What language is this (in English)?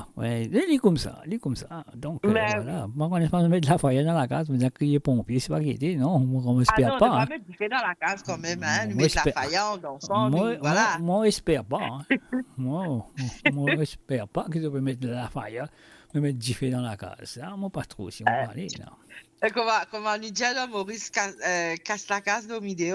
Morisyen